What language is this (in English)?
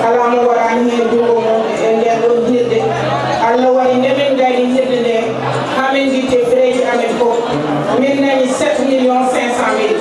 Fula